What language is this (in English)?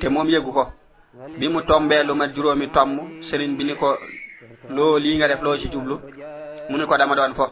Wolof